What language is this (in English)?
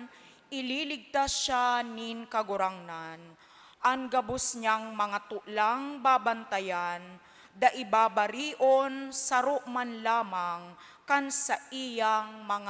Bikol